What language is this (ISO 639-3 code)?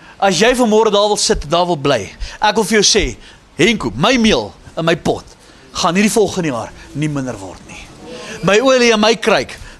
afr